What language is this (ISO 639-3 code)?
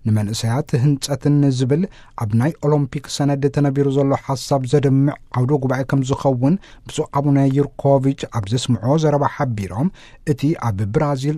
tir